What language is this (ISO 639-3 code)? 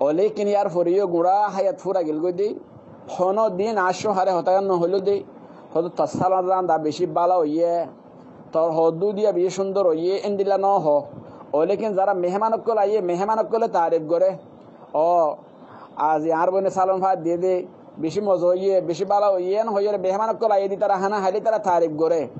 rhg